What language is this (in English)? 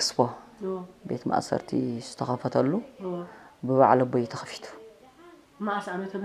Tigrinya